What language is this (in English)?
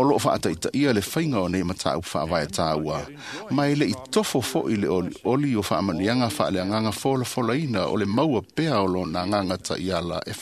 Samoan